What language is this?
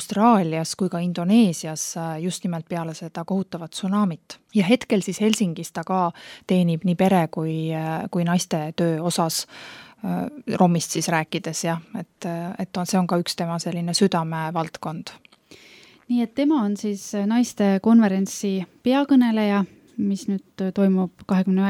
Estonian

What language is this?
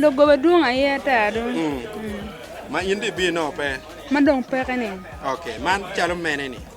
Acoli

